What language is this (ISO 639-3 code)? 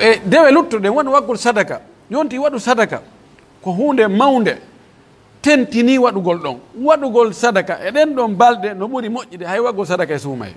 fuf